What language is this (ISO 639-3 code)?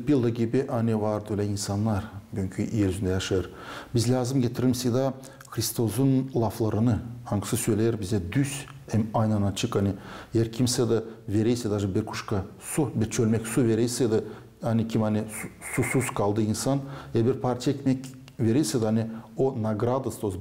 gag